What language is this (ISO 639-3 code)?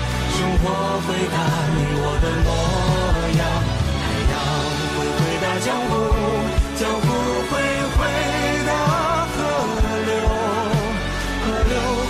zho